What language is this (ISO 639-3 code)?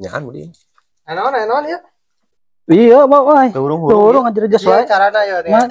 sun